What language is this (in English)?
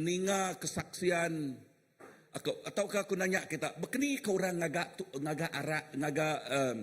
Iban